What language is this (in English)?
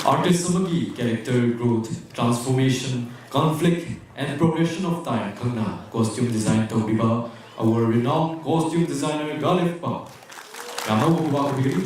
Manipuri